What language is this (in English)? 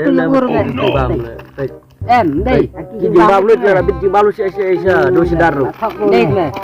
Khasi